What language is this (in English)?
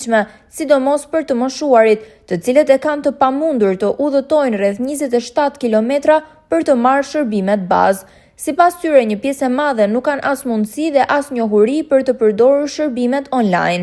Albanian